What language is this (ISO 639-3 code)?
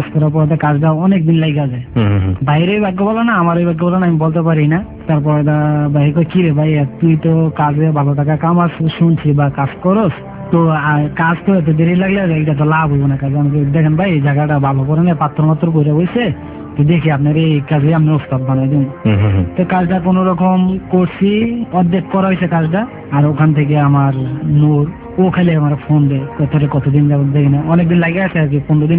ben